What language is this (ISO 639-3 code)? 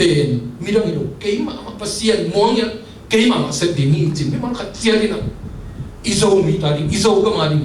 ctd